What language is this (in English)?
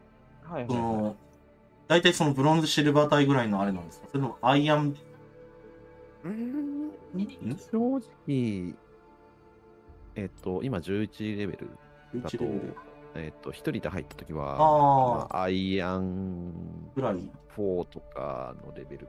Japanese